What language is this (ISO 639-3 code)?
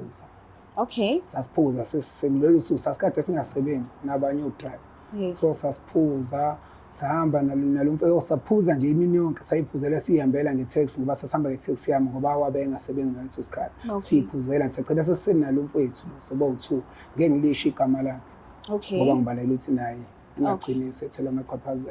zul